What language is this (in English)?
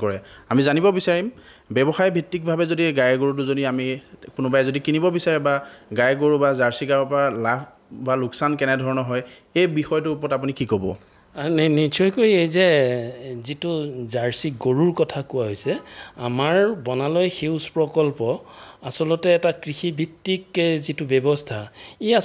Assamese